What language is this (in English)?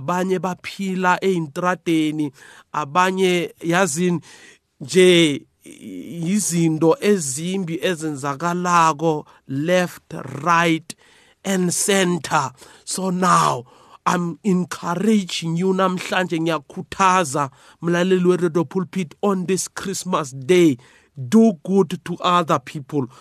South Ndebele